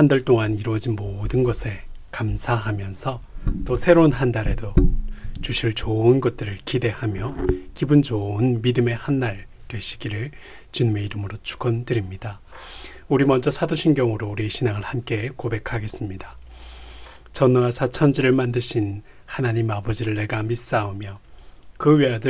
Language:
Korean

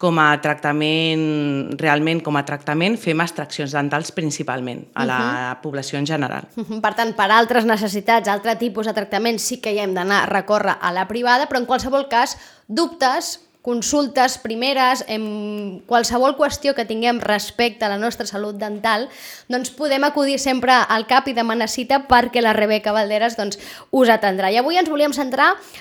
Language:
Catalan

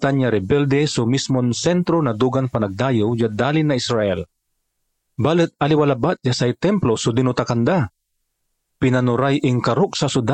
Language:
Pangasinan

